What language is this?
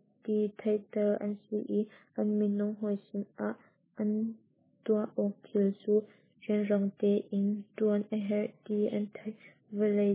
Hakha Chin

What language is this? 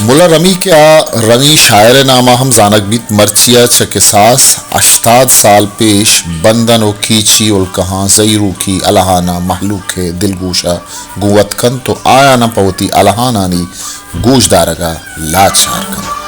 Baluchi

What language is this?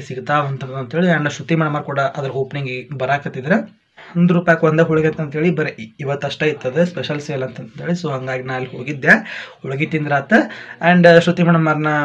Kannada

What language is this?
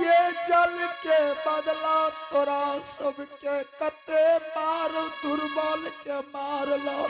Angika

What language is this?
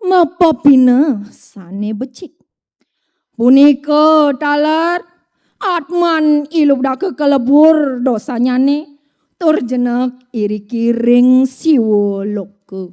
Balinese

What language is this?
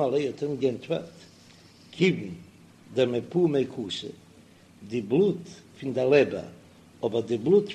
Yiddish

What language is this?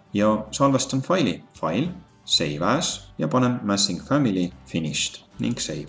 Estonian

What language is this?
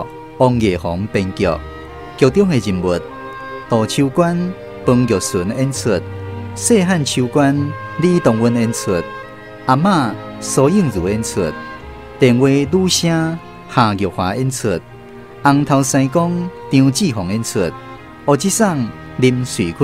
Min Nan Chinese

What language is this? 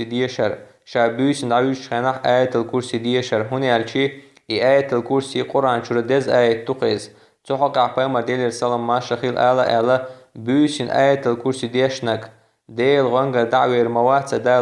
Chechen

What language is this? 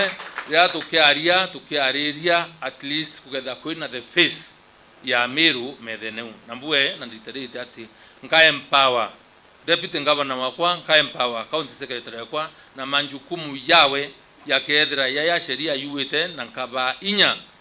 Meru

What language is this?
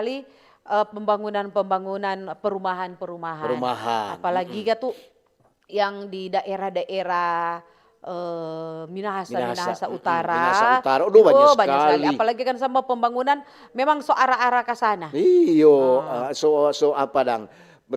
Manado Malay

